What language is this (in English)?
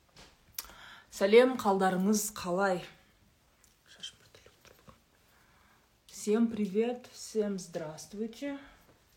Kazakh